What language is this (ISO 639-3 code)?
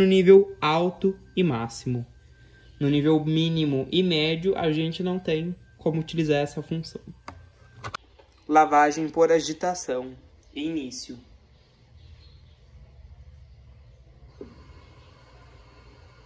por